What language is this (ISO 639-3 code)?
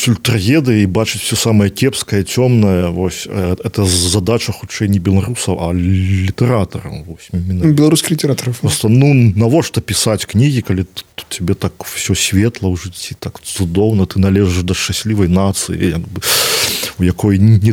bel